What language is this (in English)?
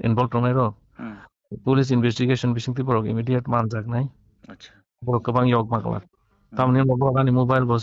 Kok Borok